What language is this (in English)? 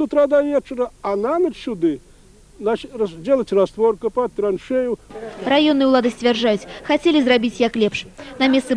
Belarusian